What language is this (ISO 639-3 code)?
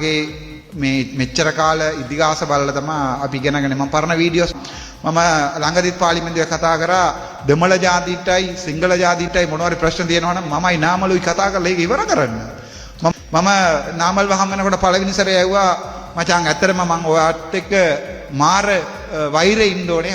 sin